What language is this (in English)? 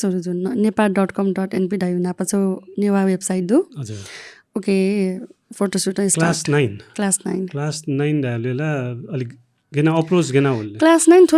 Newari